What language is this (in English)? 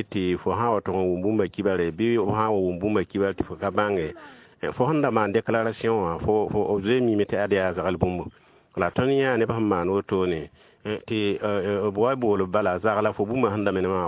Mossi